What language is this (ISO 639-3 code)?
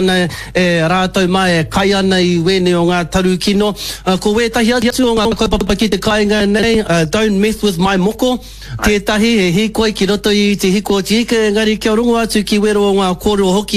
mri